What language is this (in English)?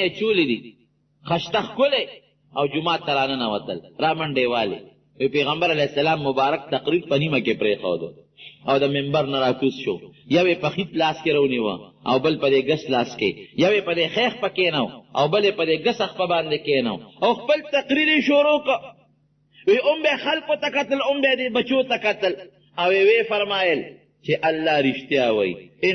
Pashto